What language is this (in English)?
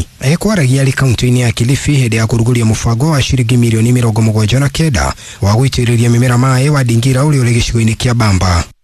Kikuyu